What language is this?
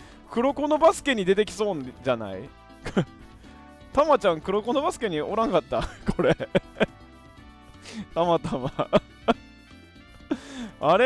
Japanese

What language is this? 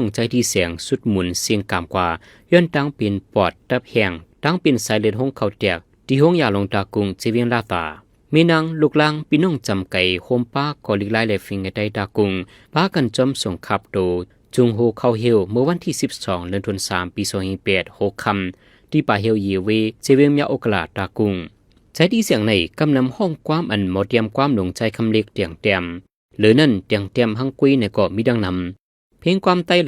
Shan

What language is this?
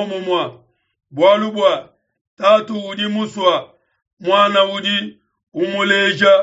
Luba-Lulua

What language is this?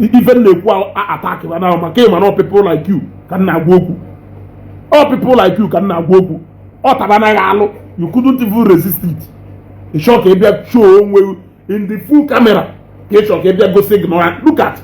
Igbo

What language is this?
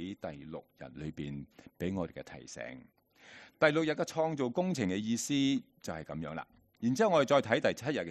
Cantonese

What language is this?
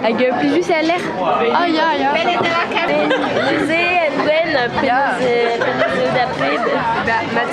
Breton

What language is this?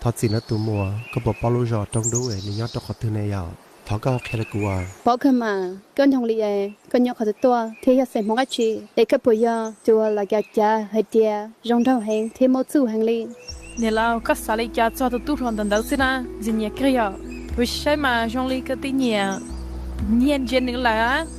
Hmong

